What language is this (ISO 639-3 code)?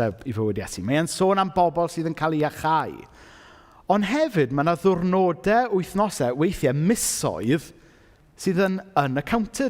cym